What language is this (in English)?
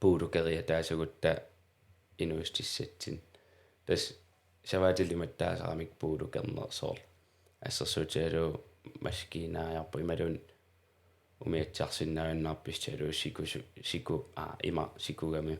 Kalaallisut